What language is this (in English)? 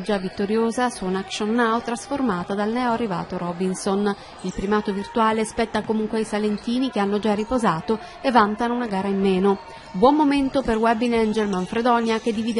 Italian